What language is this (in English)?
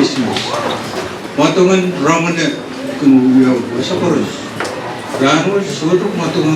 Pohnpeian